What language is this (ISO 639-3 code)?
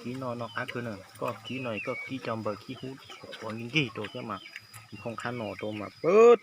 hmn